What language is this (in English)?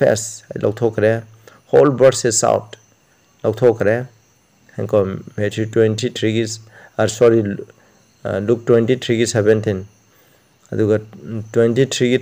Manipuri